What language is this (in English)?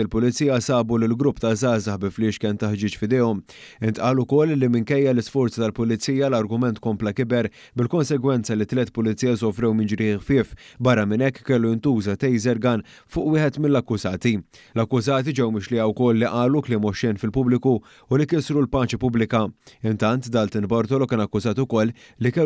Maltese